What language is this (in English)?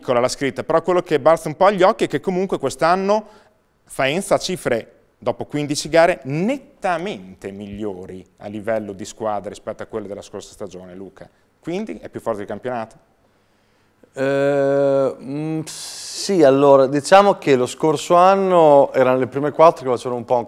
Italian